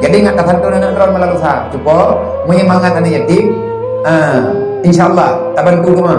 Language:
Achinese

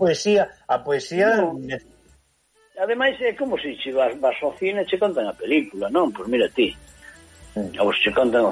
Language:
Galician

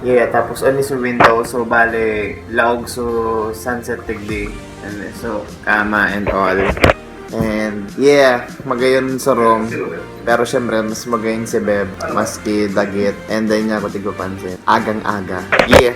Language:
Bikol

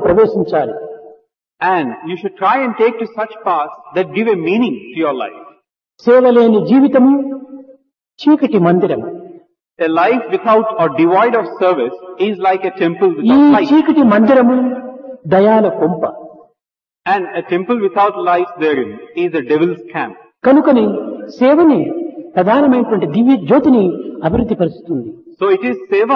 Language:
Telugu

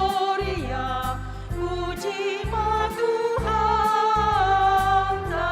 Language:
Batak Simalungun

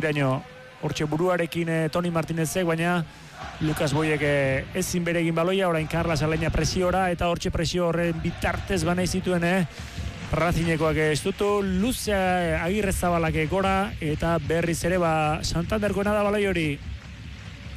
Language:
Basque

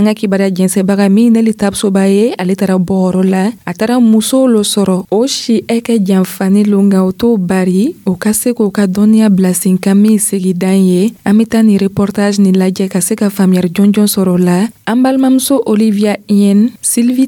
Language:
Dyula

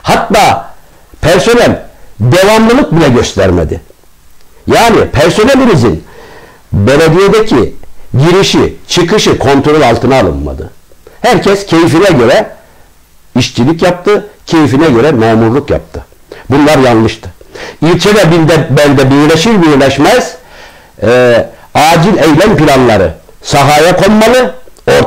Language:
Turkish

